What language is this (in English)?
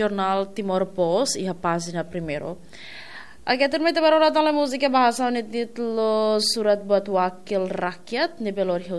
Tetum